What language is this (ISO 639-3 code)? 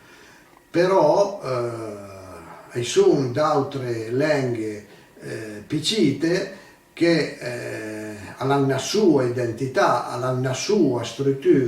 pms